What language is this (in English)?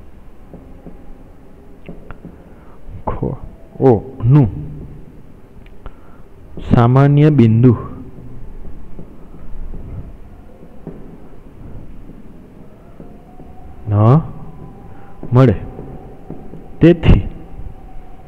Gujarati